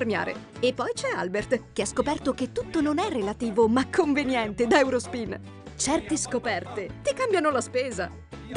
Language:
Italian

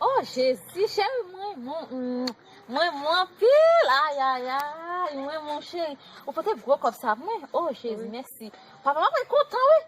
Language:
Haitian Creole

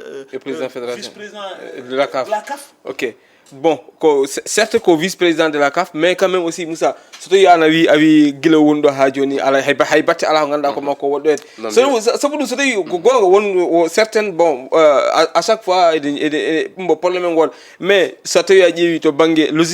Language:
Fula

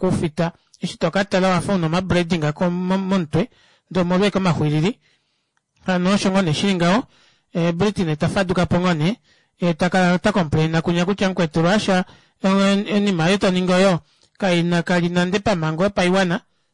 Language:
Kuanyama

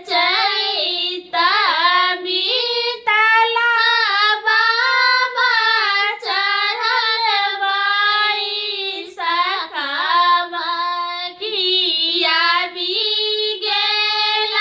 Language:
Maithili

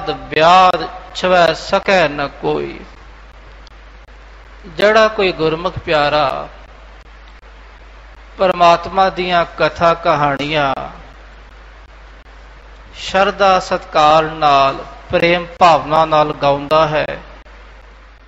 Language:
Punjabi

